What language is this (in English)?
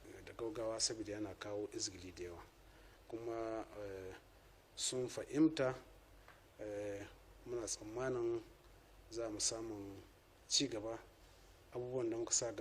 Hausa